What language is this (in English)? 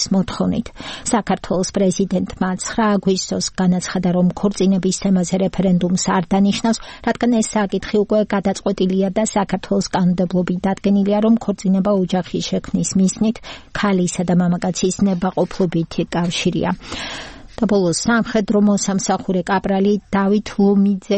Georgian